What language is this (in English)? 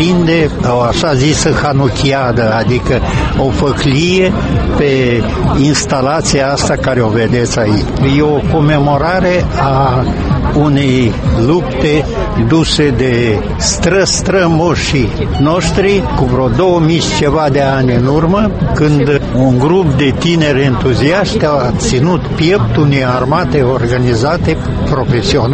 Romanian